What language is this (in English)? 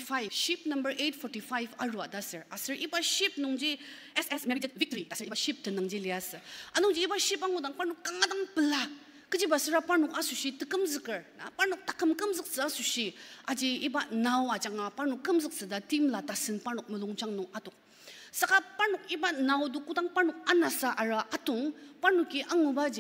Ao Naga